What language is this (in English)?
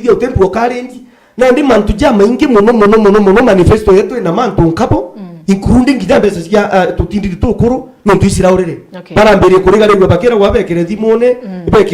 Meru